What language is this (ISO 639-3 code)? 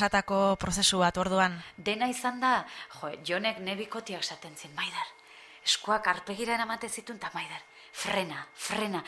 eus